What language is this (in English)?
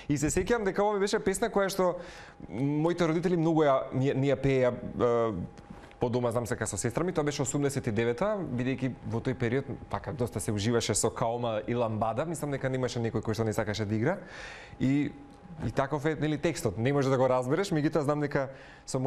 Macedonian